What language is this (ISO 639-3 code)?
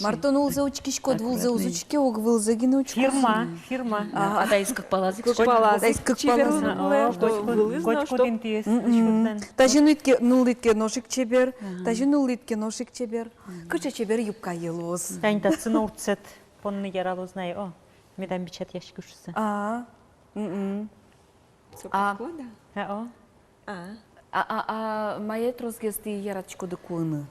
udm